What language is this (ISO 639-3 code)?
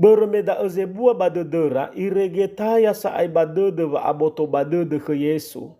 nia